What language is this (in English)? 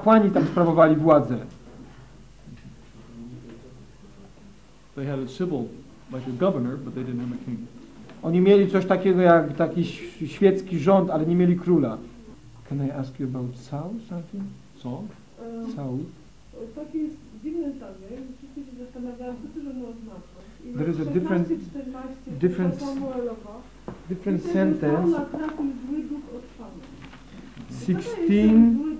Polish